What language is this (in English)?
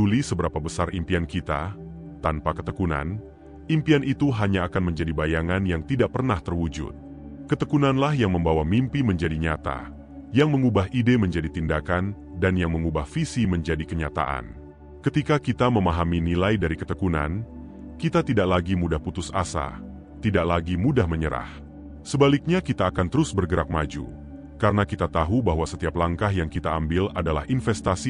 Indonesian